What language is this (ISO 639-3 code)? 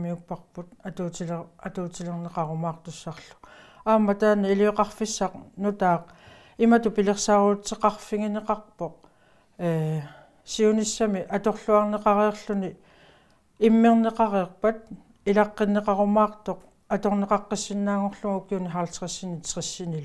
kal